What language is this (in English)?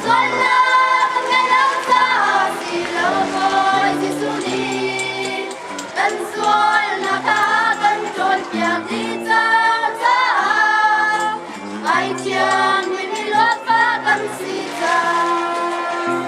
Hakha Chin